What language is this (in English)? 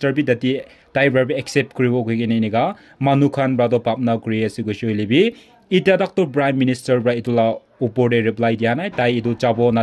Naga Pidgin